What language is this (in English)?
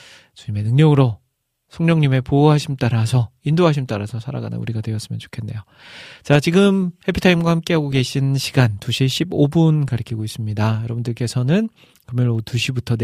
Korean